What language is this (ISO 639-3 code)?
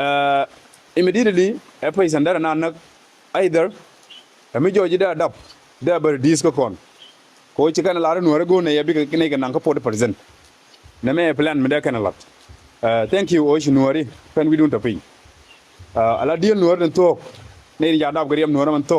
nus